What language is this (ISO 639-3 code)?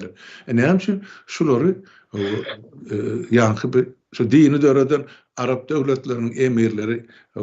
tuk